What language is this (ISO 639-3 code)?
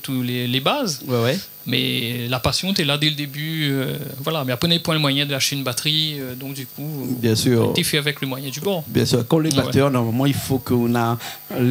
rcf